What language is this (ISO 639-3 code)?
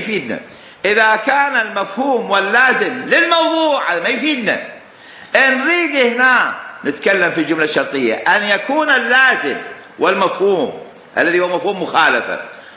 acm